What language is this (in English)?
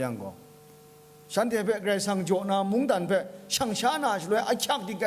Kachin